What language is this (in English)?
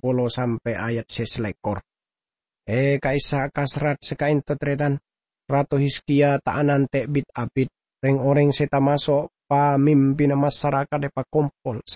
Madurese